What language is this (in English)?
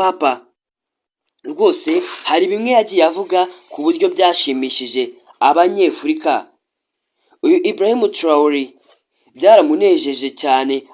Kinyarwanda